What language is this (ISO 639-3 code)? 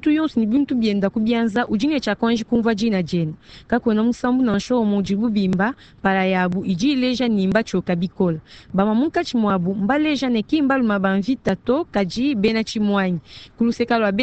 lua